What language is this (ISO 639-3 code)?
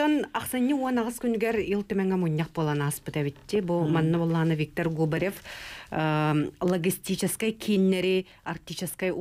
sah